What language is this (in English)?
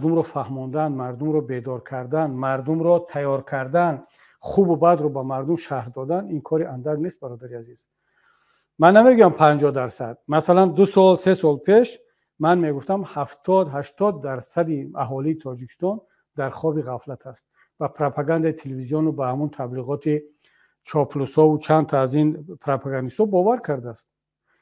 Tajik